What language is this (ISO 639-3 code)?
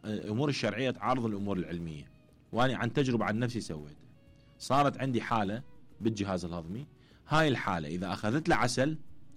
acm